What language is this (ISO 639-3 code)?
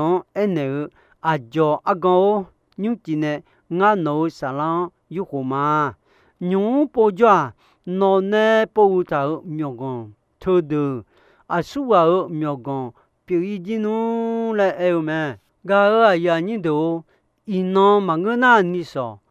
ahk